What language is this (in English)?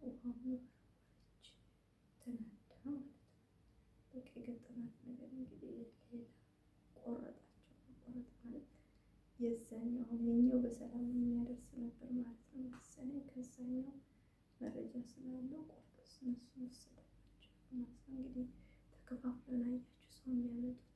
Amharic